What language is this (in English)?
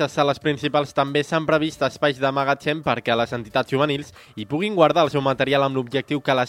Catalan